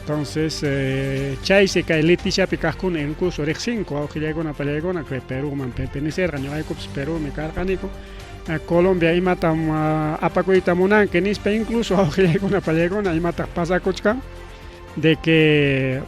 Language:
Ayacucho Quechua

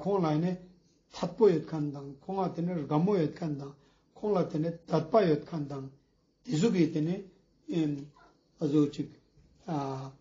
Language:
Ladakhi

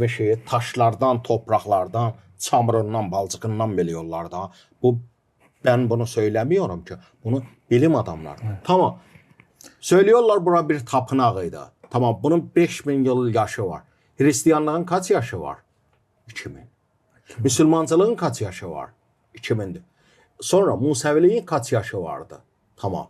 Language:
Gagauz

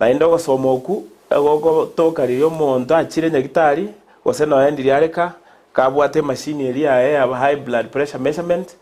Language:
Gusii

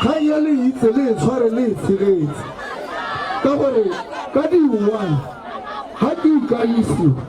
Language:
Tswana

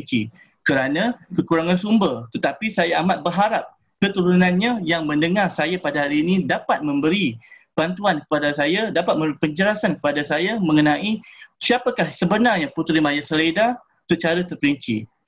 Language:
Malay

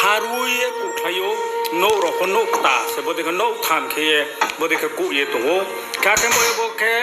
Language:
Riang (India)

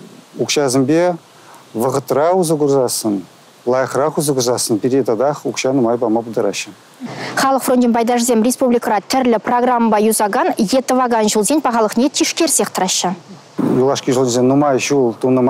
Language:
Chuvash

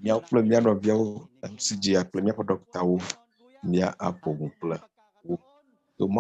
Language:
Ewe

